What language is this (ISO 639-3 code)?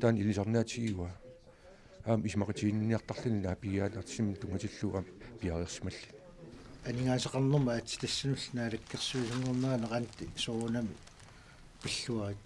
kal